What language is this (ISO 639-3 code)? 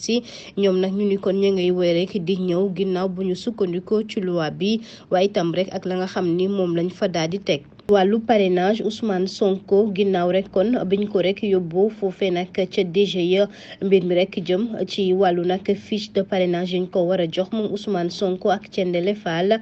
wol